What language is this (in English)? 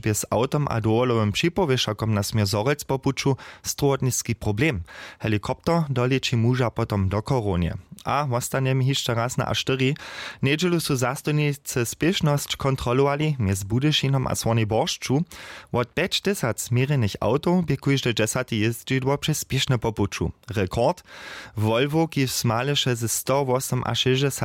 Upper Sorbian